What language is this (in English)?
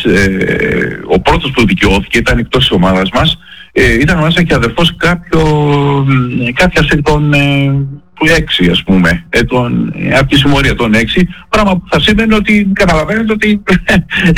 Greek